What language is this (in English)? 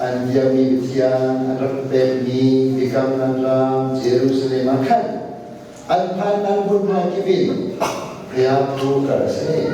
Hakha Chin